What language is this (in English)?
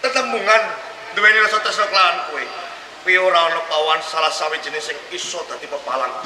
Javanese